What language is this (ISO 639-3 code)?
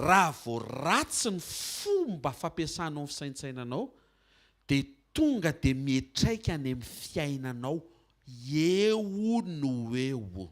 mlg